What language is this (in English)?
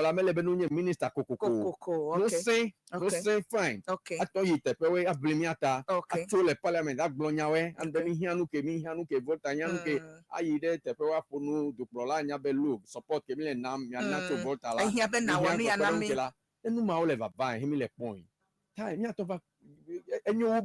Ewe